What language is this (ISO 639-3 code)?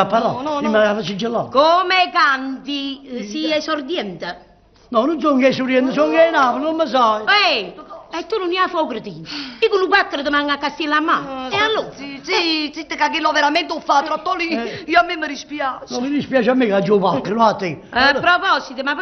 nap